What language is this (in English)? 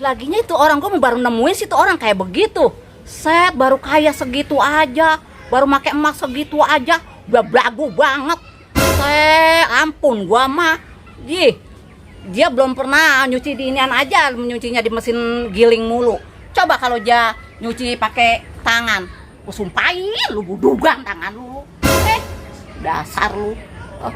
Betawi